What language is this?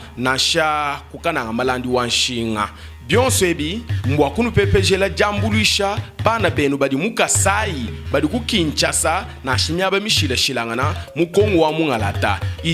Luba-Lulua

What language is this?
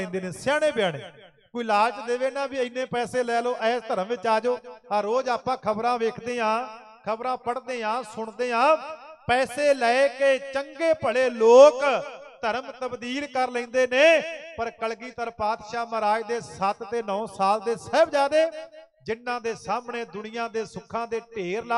Punjabi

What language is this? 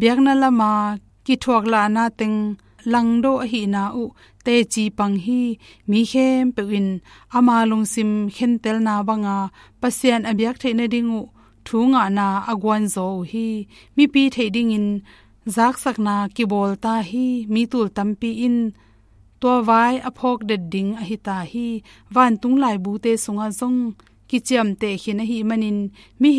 Tedim Chin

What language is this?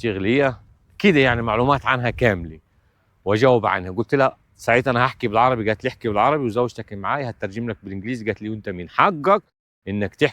Egyptian Arabic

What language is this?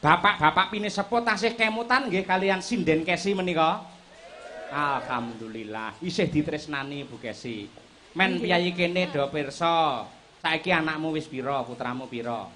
Javanese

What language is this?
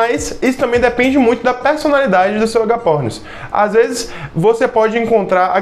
Portuguese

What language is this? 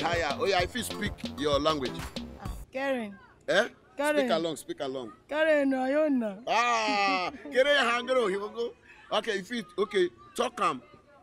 Nigerian Pidgin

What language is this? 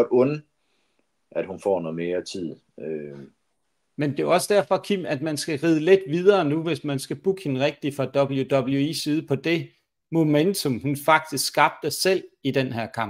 Danish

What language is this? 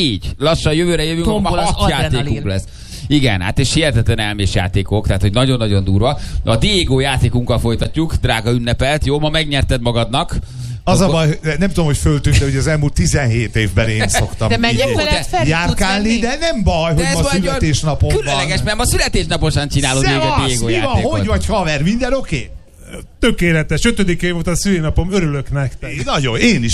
Hungarian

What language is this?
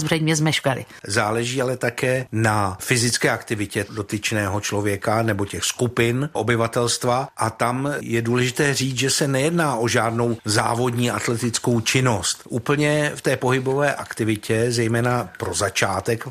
Czech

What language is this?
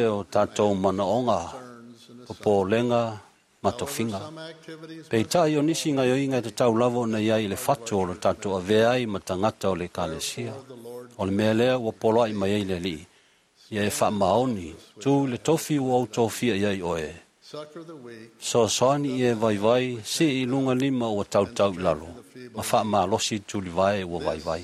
Samoan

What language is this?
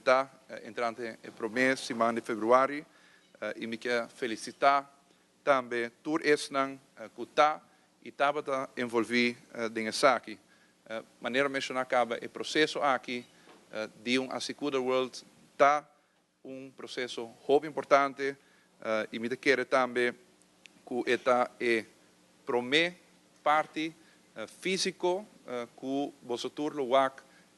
Papiamento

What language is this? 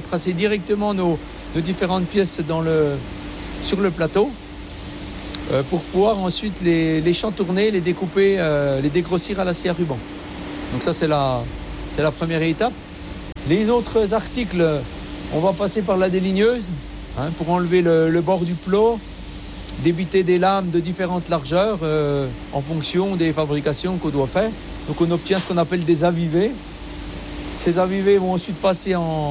French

